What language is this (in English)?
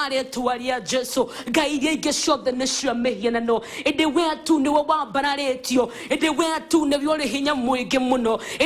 Kikuyu